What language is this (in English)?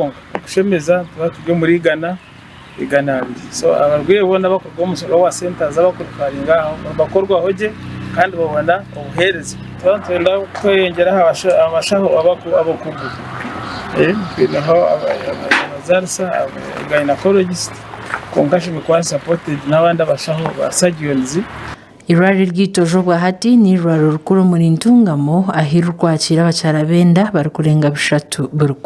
Nyankole